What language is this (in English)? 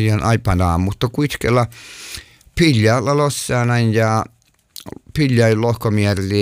Finnish